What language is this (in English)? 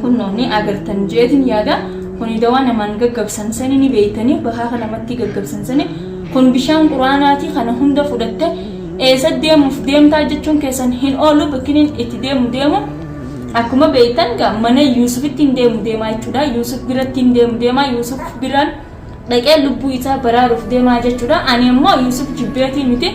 Oromo